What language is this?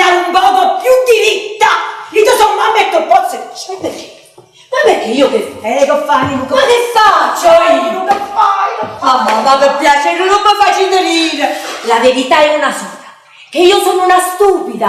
Neapolitan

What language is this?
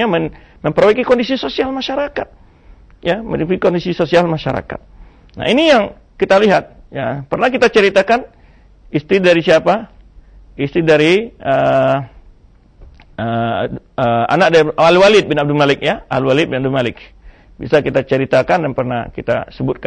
Indonesian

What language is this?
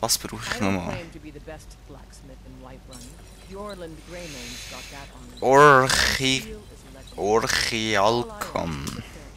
Swiss German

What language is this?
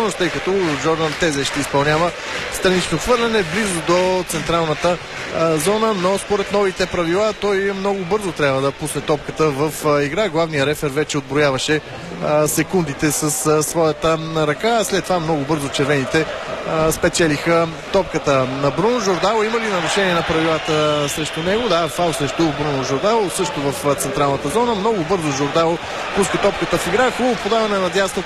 Bulgarian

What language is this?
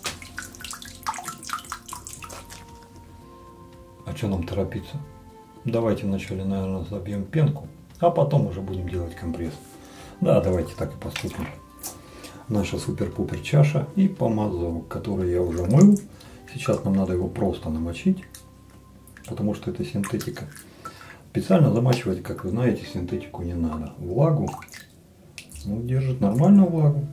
Russian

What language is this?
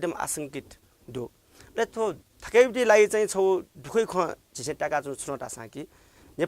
Newari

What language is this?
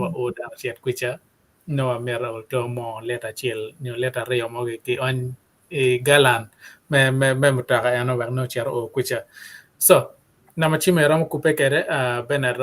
Acoli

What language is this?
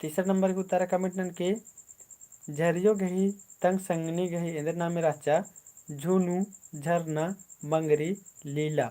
Kurukh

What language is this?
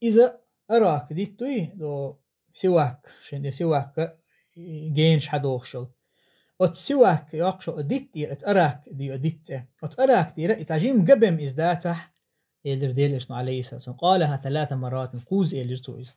Chechen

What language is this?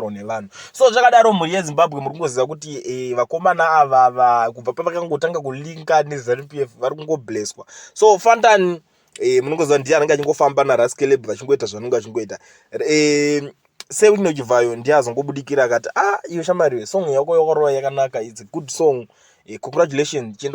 Shona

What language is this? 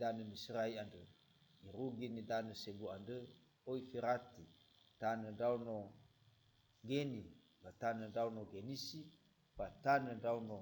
Nias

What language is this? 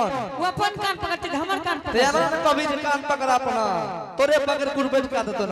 Angika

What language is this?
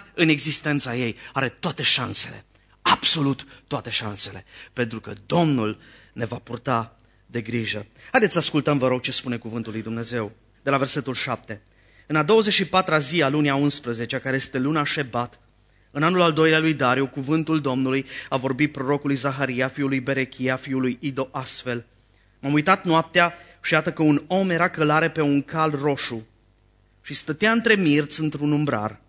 Romanian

